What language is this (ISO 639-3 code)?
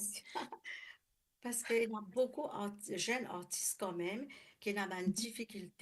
mfe